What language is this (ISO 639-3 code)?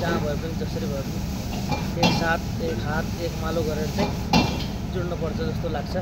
nep